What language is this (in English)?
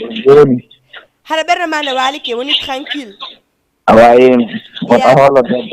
Fula